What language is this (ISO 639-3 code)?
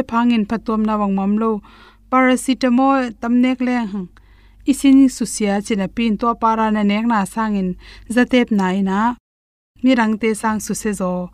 ctd